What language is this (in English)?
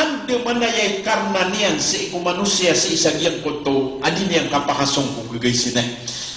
Maranao